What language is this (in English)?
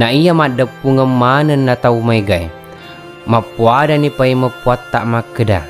Buginese